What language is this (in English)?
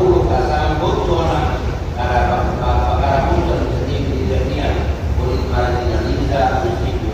Tetum